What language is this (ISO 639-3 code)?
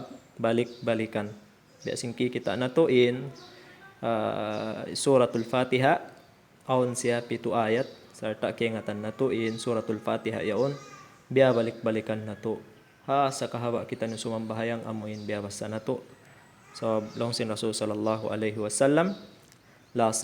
tsg